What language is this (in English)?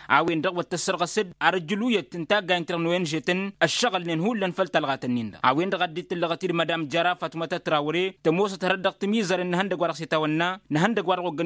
Tamasheq